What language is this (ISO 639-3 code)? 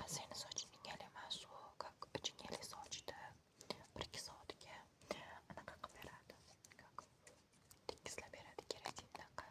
uzb